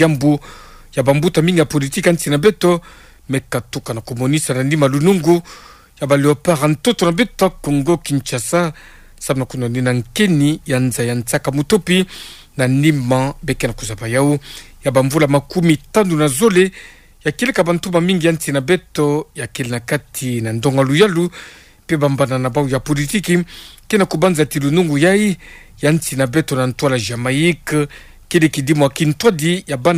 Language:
Kituba (Democratic Republic of Congo)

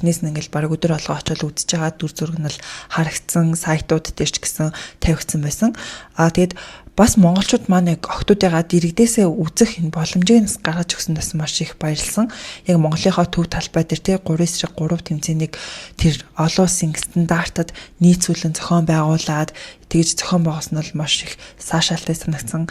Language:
Mongolian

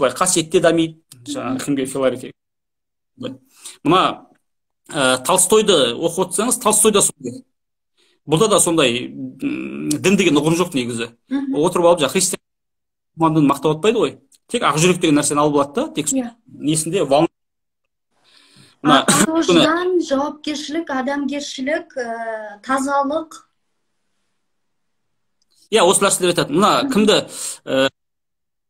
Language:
Kazakh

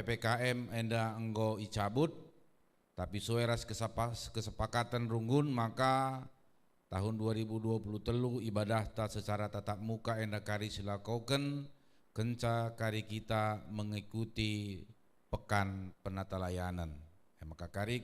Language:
Batak Karo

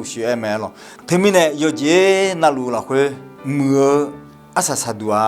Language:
Akha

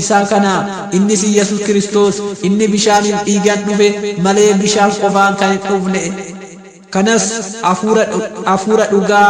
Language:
Oromo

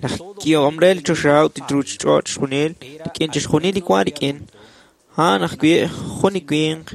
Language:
Kekchí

